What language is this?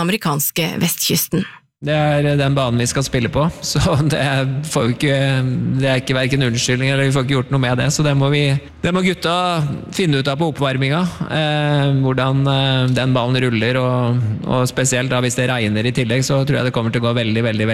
Norwegian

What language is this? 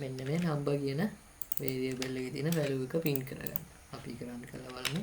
Sinhala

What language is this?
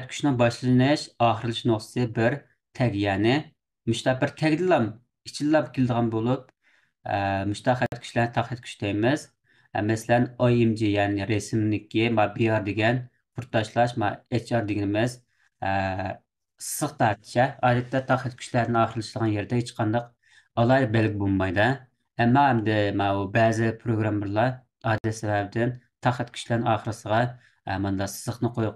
Uyghur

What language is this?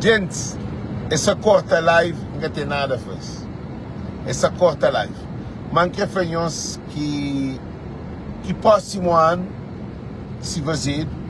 Kabuverdianu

